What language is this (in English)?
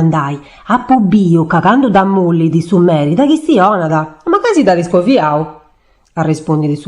Sardinian